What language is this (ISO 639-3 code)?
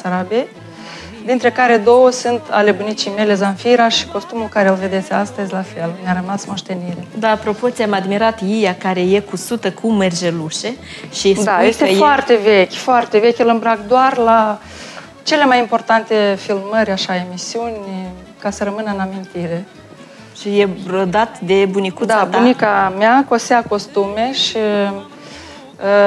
ron